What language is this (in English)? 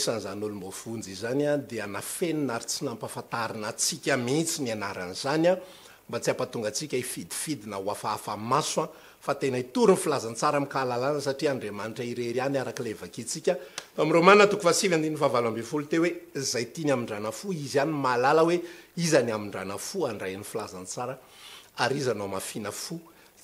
Malagasy